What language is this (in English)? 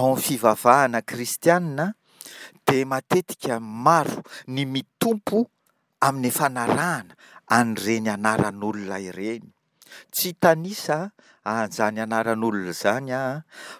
Malagasy